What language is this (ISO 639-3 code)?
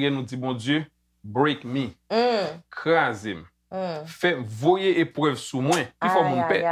hat